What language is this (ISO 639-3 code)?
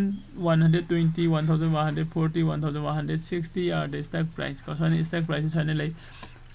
mni